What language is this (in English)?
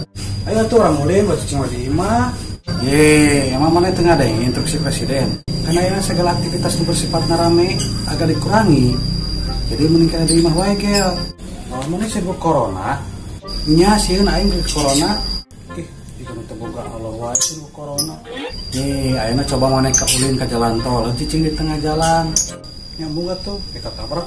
Sundanese